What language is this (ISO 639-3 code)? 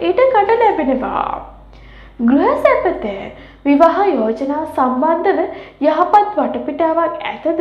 sin